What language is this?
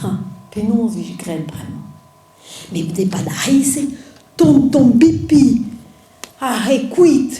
Breton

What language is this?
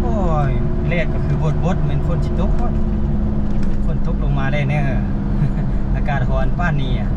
Lao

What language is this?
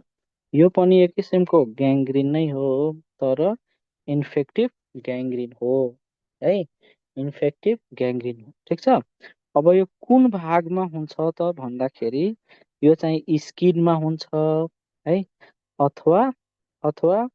Nepali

